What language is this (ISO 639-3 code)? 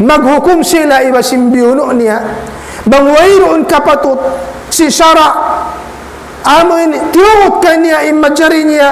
tsg